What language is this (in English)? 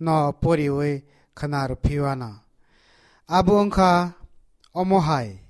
Kok Borok